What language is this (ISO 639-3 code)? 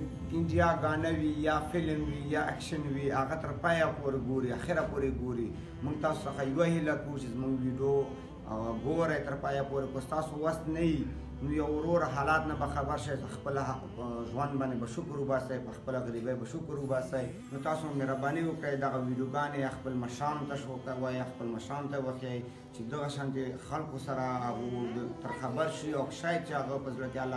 pus